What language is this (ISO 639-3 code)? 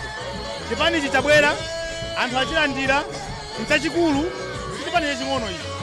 nya